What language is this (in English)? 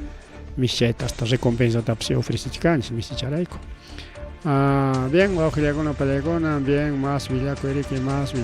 Ayacucho Quechua